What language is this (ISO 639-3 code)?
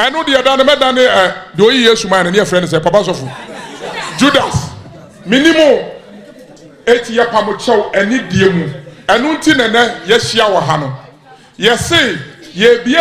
aka